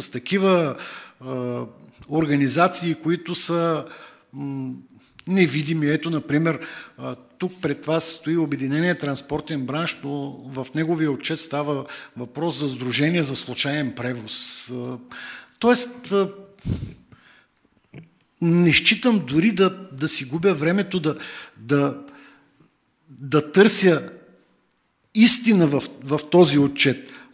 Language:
Bulgarian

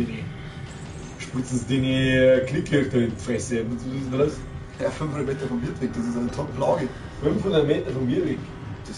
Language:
Bavarian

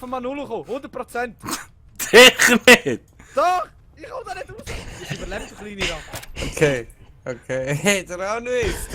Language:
Swiss German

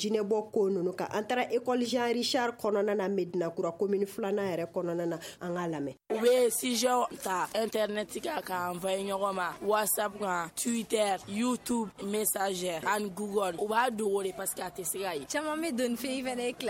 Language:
Bambara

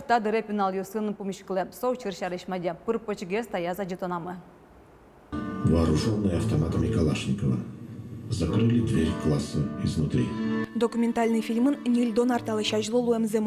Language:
Udmurt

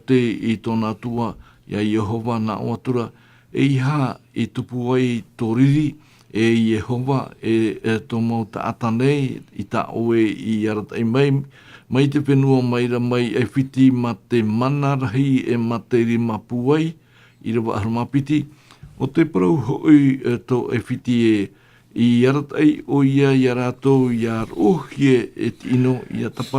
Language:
Tahitian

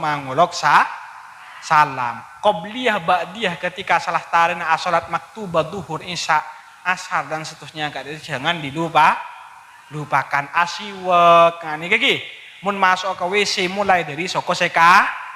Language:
Madurese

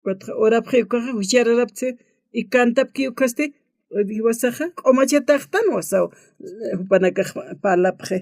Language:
Aymara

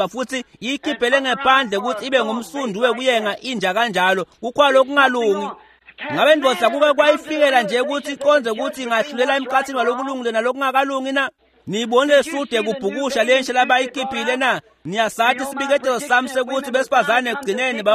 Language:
Swati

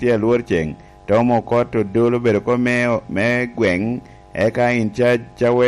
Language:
Lango (Uganda)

